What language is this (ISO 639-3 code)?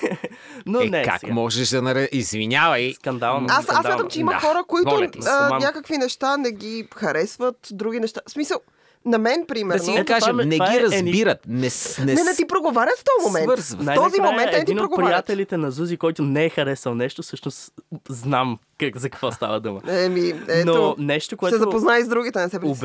bul